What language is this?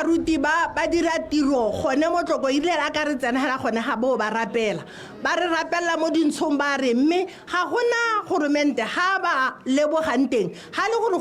Tswana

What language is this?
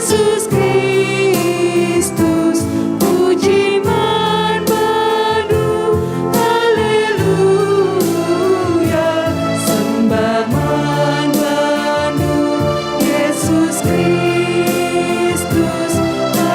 Batak Karo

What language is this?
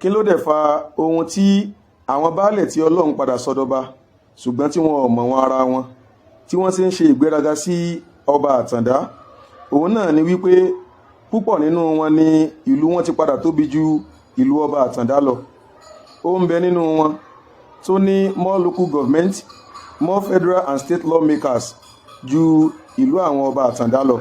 Yoruba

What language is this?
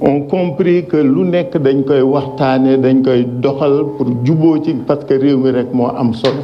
Wolof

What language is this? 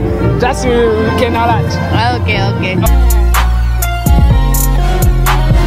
Kinyarwanda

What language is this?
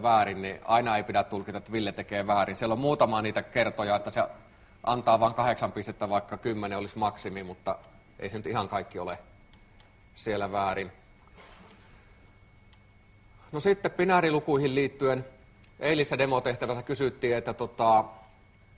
Finnish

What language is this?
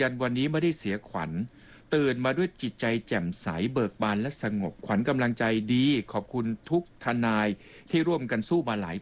Thai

